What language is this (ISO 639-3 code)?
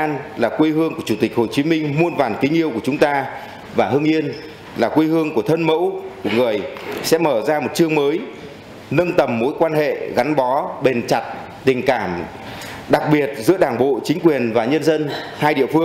vie